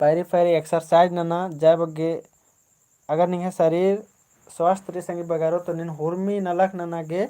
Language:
Kurukh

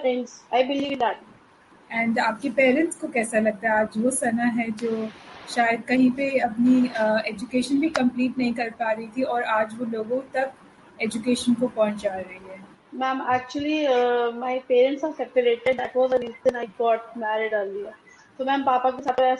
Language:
Hindi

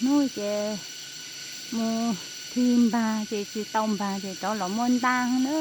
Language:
Hmong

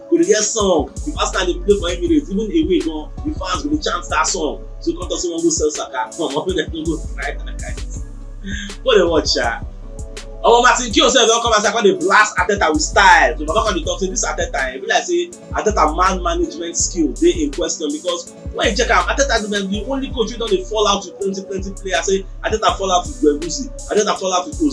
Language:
Nigerian Pidgin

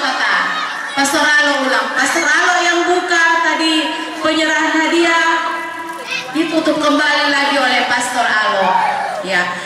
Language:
Manado Malay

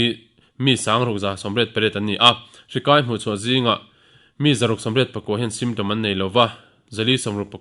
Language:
Mizo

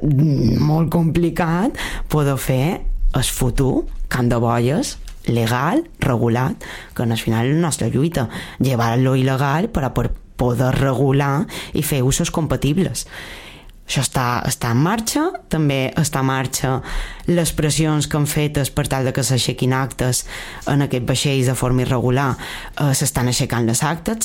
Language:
Catalan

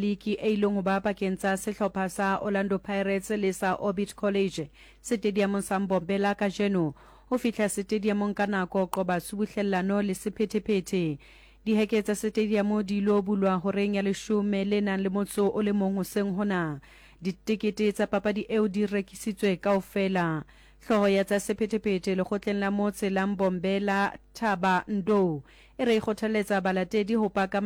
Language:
Southern Sotho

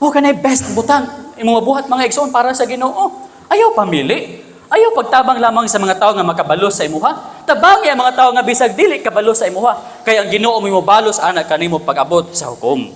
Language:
Cebuano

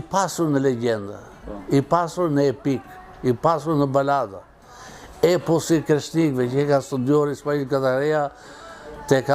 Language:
Albanian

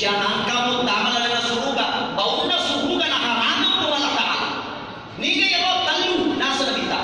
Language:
Buginese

